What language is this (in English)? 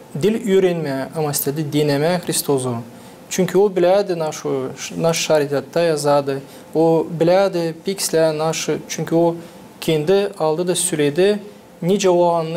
Gagauz